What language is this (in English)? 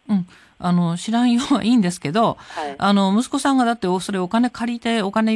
Japanese